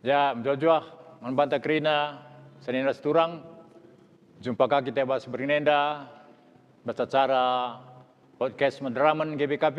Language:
Batak Karo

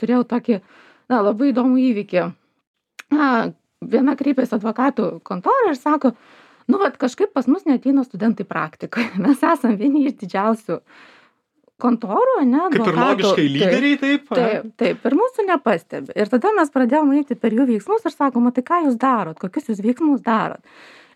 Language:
Lithuanian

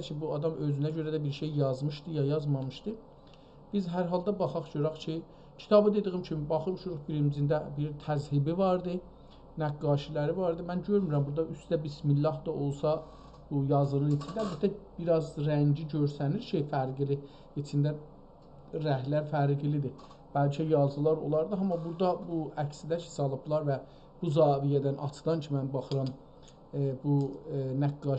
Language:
South Azerbaijani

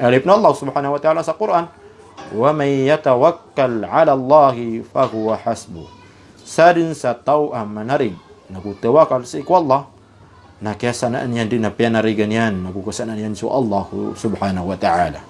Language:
Maranao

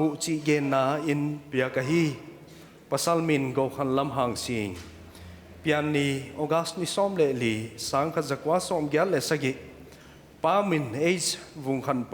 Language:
Paite Chin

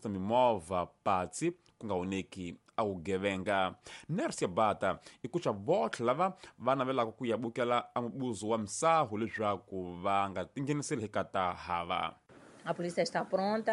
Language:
Tsonga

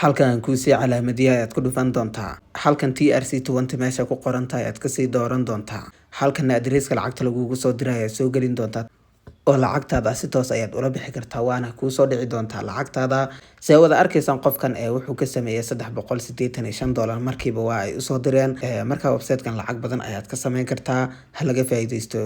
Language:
Somali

